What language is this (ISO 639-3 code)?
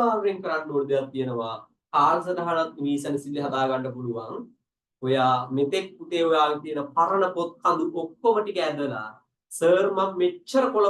sin